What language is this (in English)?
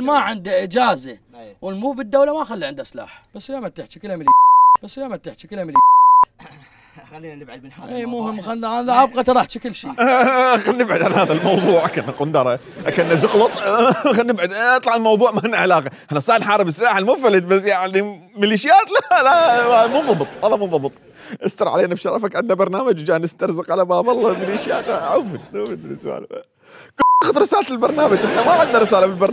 Mesopotamian Arabic